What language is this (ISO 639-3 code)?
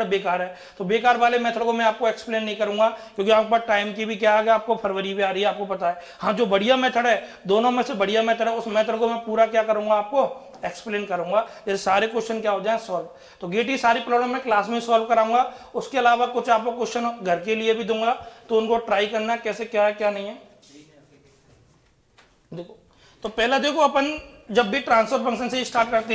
hin